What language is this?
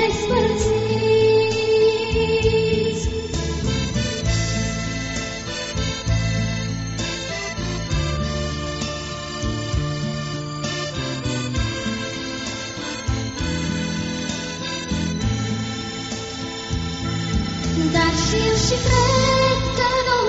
Romanian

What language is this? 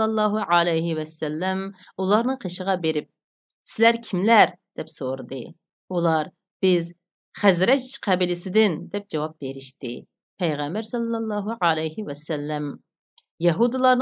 Uyghur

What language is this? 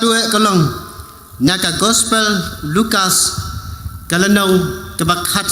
Khasi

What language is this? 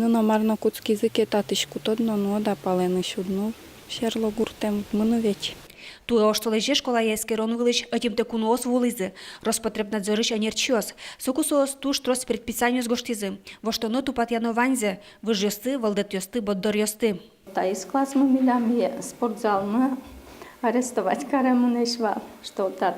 Udmurt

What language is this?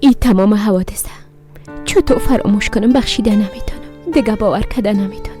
Persian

